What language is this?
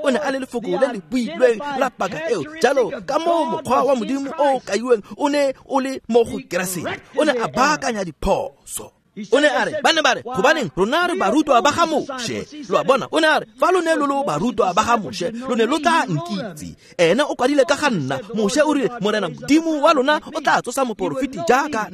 Tswana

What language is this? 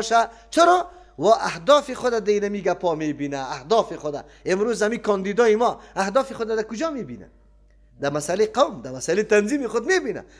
Persian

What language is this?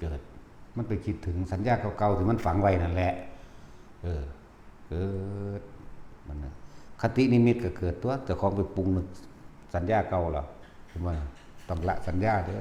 Northeastern Thai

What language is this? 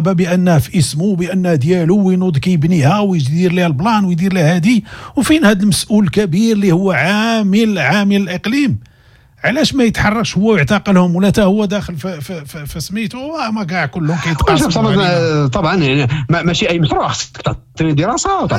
Moroccan Arabic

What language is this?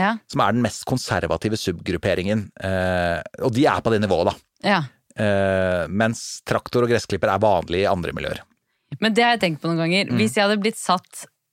Norwegian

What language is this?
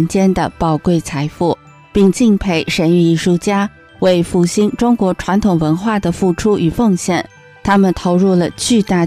Chinese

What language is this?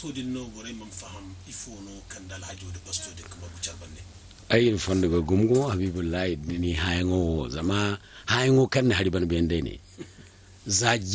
Zarma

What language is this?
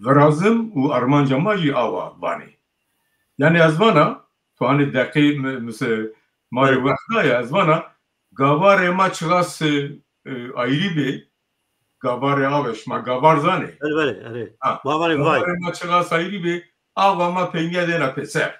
Zaza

